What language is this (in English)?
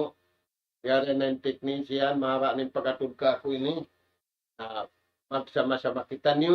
Tausug